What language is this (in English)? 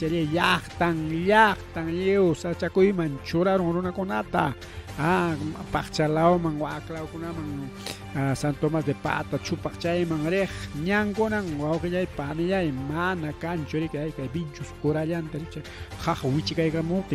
Ayacucho Quechua